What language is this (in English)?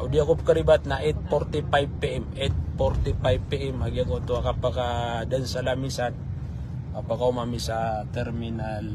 Maranao